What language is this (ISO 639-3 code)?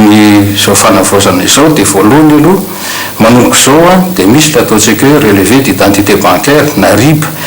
mlg